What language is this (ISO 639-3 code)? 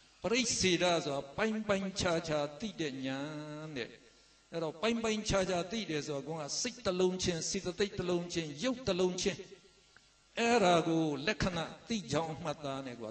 mya